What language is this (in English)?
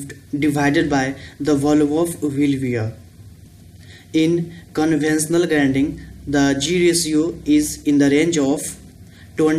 Hindi